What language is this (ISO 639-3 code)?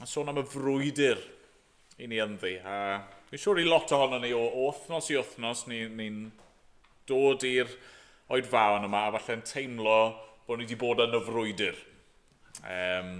cym